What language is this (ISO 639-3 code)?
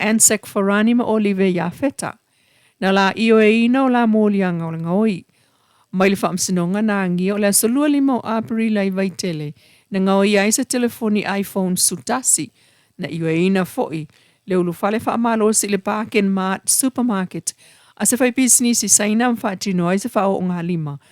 smo